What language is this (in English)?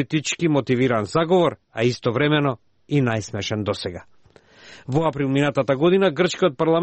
Macedonian